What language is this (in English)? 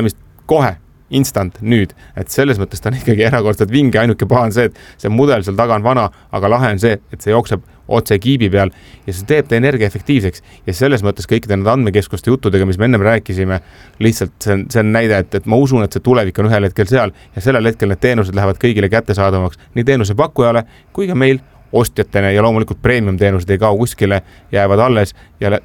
Estonian